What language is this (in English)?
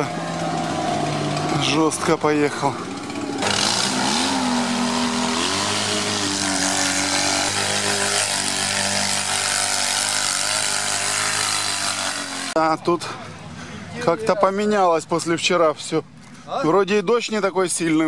Russian